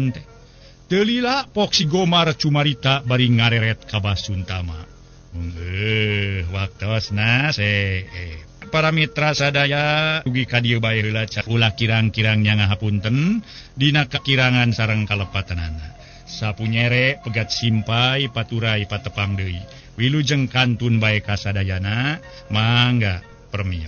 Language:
Sundanese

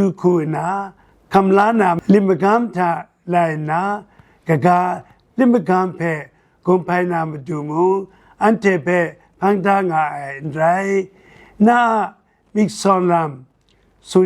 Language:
Kachin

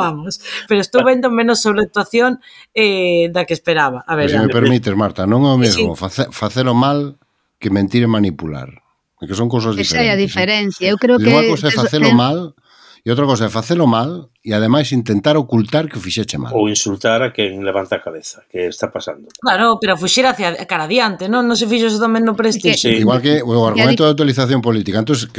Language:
Galician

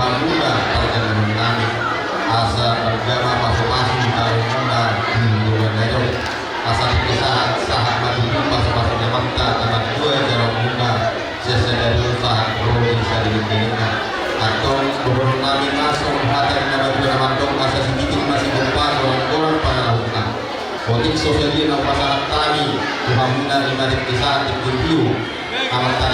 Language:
Batak Toba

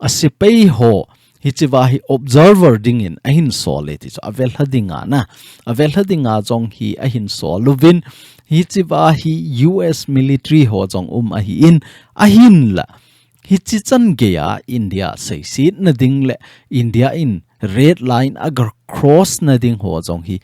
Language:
Thado Chin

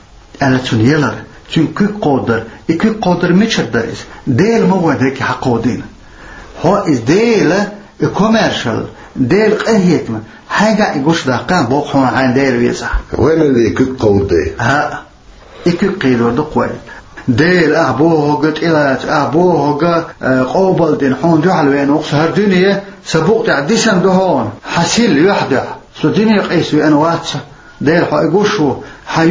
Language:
Chechen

